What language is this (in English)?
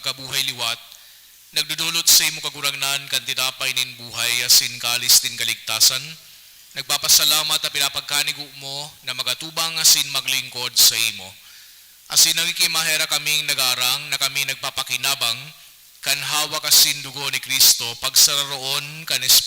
Bikol